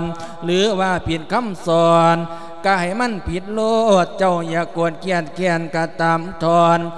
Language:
Lao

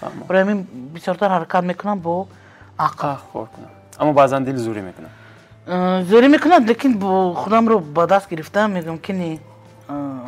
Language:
Tajik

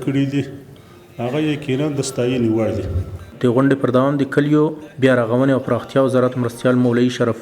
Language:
Pashto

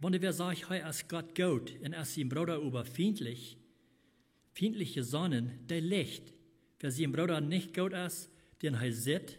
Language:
Plautdietsch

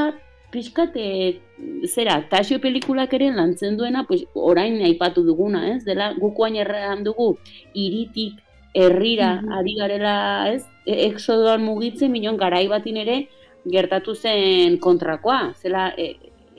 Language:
Basque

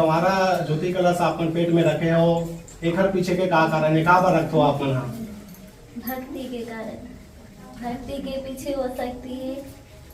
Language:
Chhattisgarhi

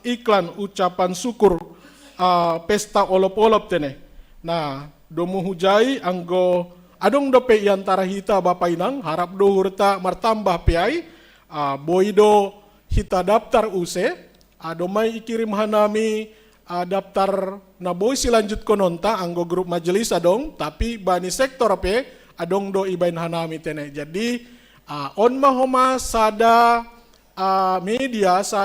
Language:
Batak Simalungun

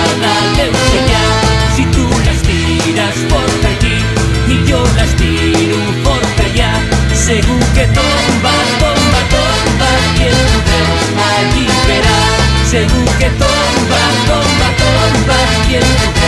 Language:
Catalan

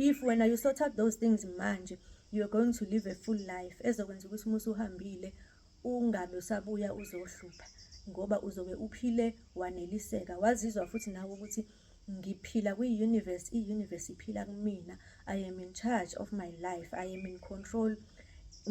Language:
Zulu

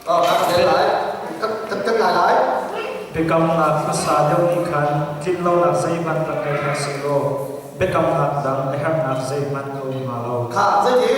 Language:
Hakha Chin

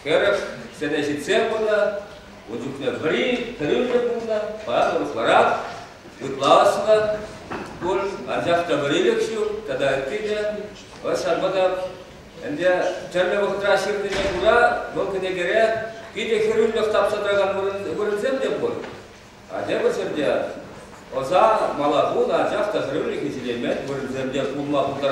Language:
Chuvash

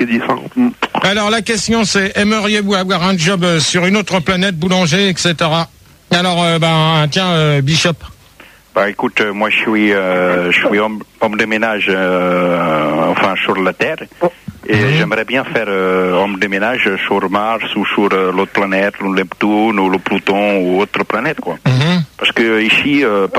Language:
French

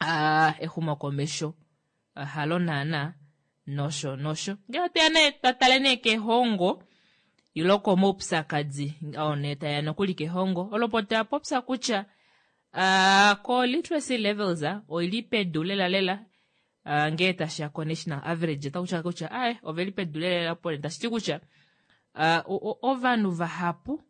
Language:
Kuanyama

